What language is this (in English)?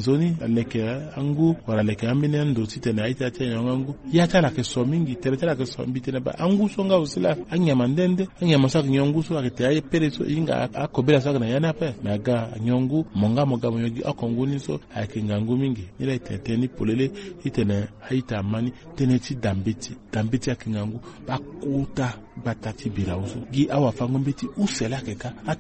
Sango